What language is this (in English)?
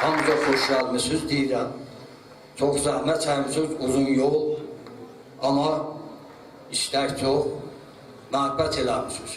South Azerbaijani